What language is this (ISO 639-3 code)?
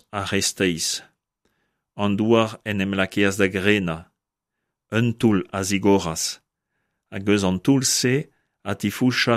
bre